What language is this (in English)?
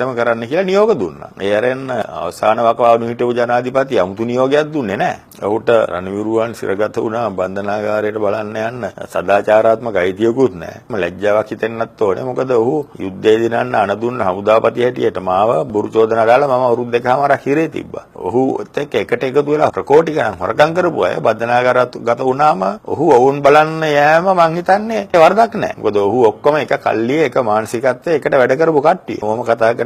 Sinhala